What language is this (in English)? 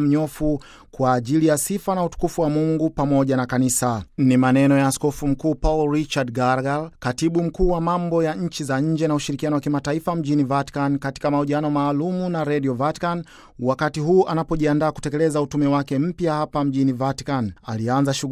Swahili